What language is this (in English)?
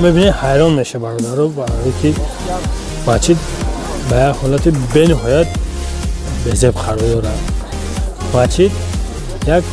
Tajik